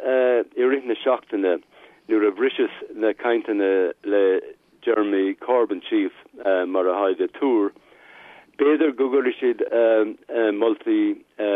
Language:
Irish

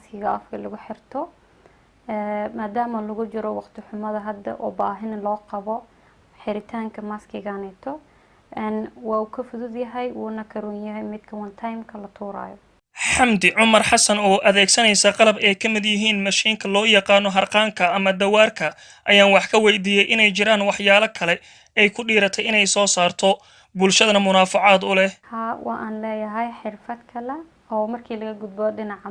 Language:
Somali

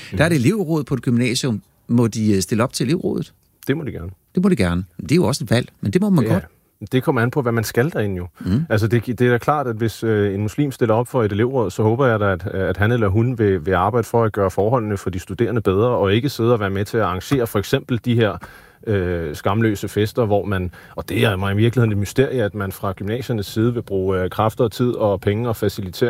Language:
Danish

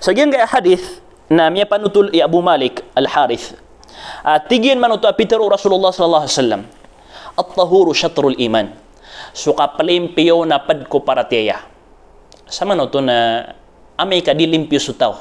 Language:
Maranao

